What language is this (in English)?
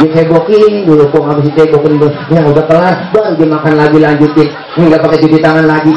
Betawi